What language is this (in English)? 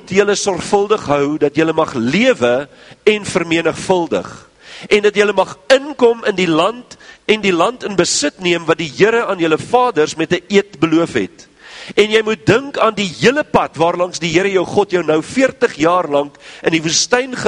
Afrikaans